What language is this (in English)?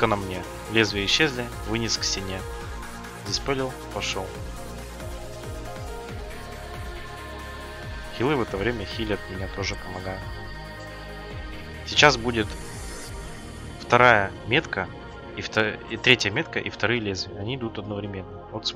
Russian